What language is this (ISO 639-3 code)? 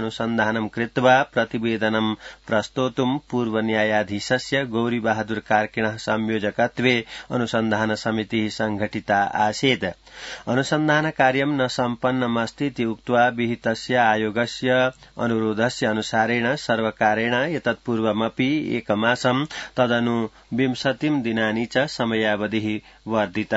san